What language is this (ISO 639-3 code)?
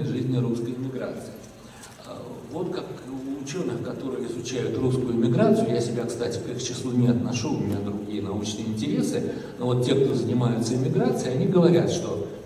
rus